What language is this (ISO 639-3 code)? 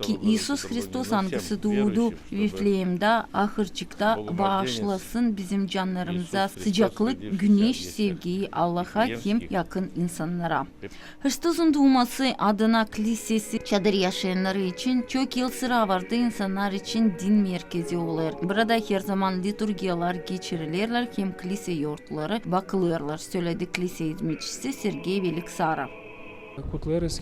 gag